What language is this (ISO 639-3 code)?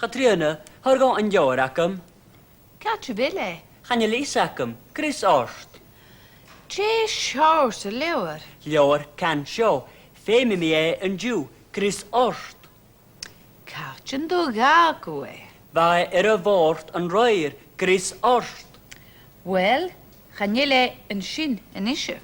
gla